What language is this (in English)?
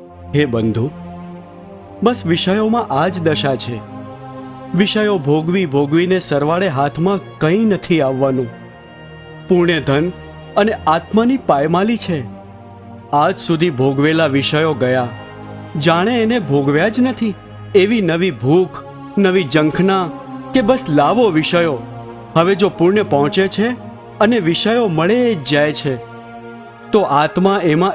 Gujarati